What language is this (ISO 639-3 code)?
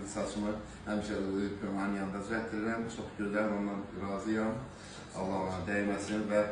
aze